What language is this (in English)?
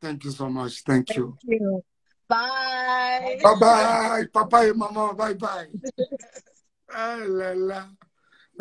French